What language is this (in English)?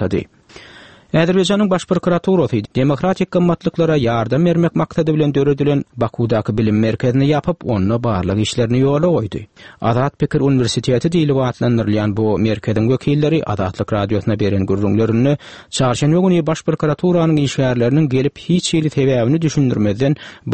Turkmen